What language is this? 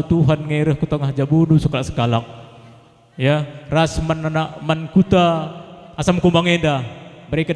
Batak Karo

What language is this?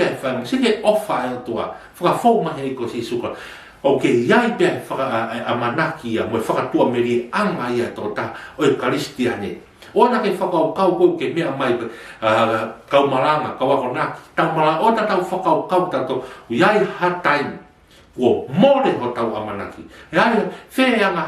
Tongan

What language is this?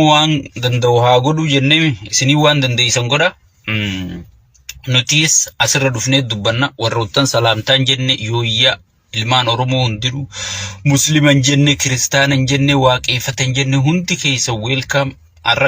Oromo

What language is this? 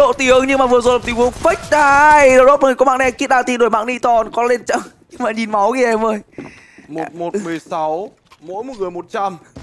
Vietnamese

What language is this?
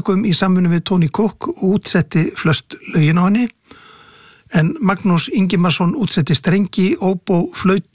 Icelandic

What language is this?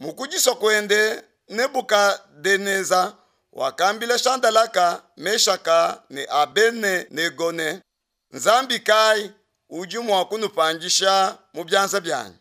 Luba-Lulua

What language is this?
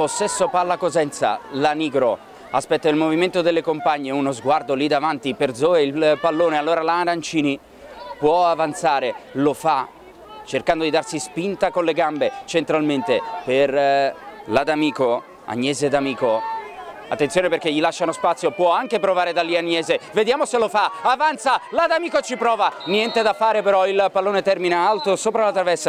Italian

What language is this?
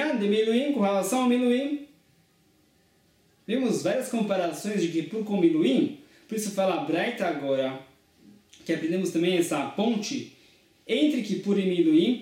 Portuguese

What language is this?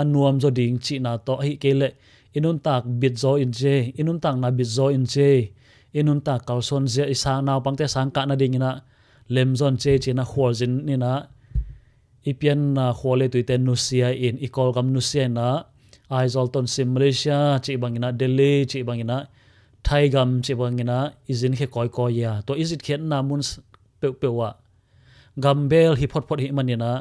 Tedim Chin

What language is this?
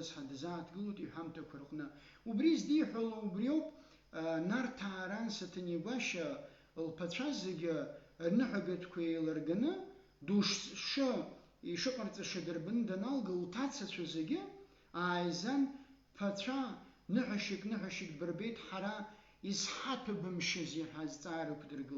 Abkhazian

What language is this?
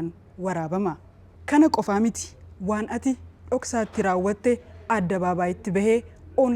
Oromo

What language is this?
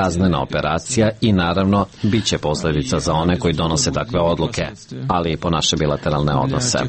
Serbian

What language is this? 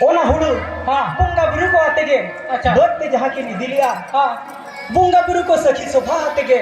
Santali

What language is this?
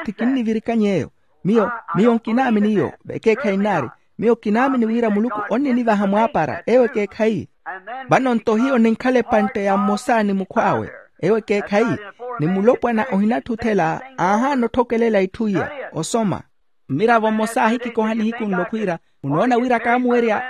Makhuwa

